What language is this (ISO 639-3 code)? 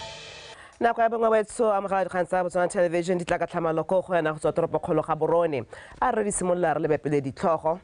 tsn